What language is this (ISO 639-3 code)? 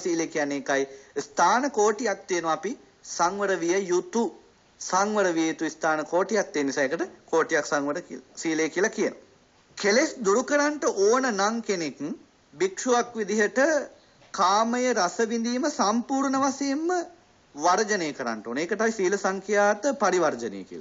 sin